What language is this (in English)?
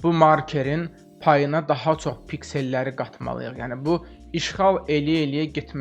Azerbaijani